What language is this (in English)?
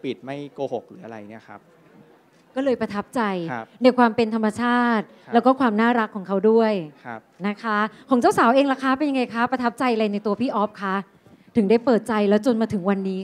Thai